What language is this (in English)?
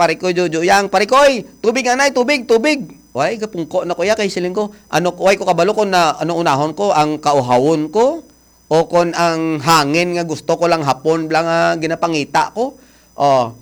Hiligaynon